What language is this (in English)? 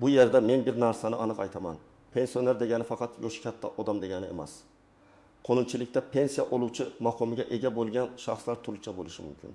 Uzbek